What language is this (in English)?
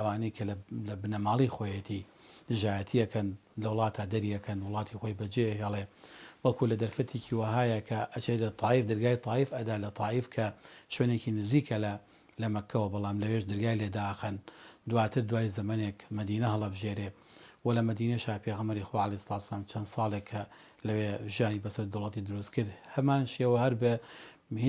Central Kurdish